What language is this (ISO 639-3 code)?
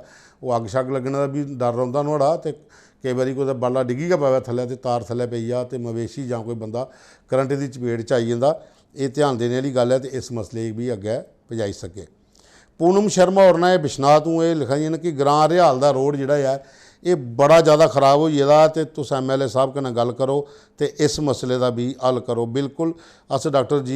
doi